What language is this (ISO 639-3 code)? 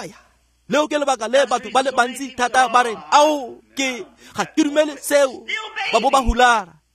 tsn